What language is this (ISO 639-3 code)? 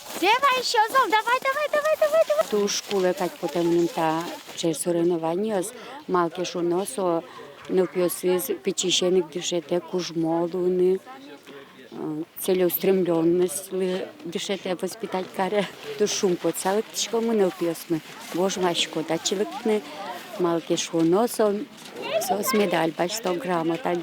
udm